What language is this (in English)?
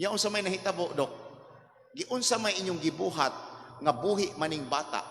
Cebuano